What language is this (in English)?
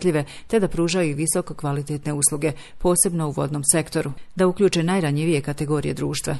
Bosnian